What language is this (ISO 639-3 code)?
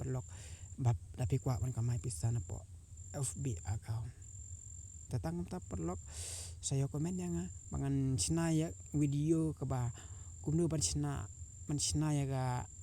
kha